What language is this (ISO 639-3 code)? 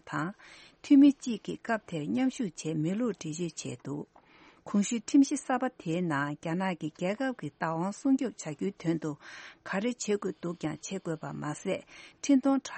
bod